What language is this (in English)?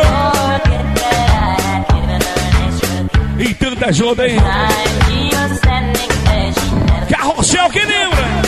Portuguese